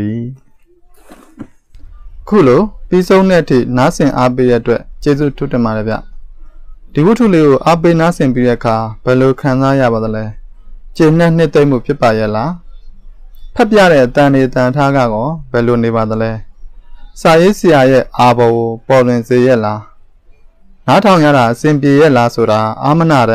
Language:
Burmese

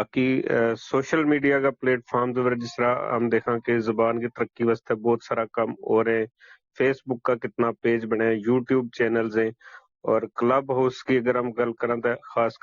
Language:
Gujari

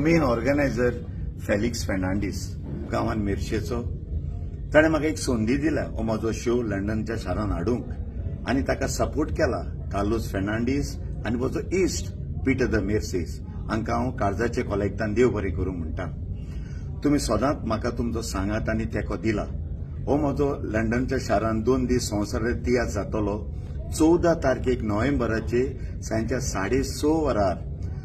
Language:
Konkani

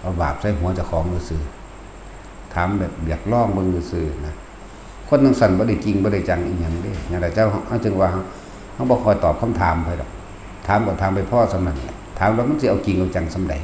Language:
Northeastern Thai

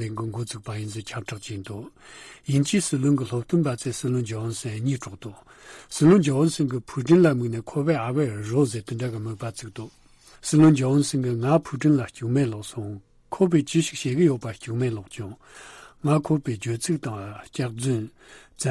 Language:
Tibetan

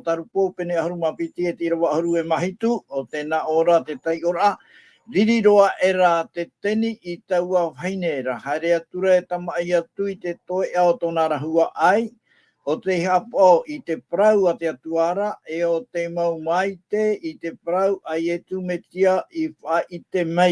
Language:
Tahitian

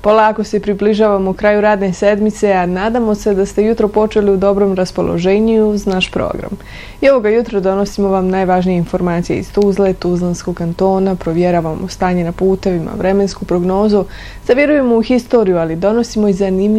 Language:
Bosnian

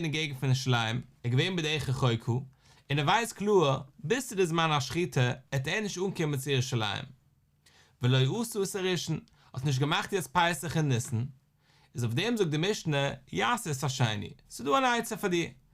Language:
Yiddish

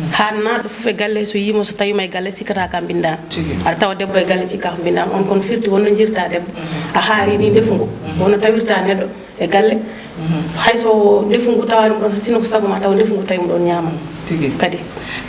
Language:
Fula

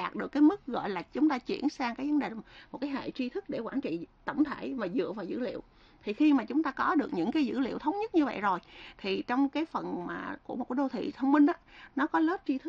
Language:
Vietnamese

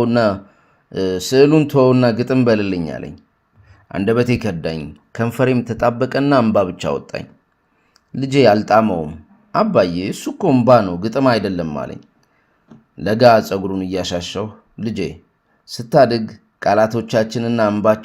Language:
Amharic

